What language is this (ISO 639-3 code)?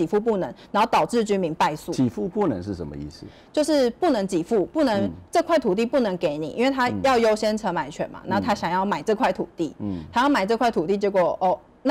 zho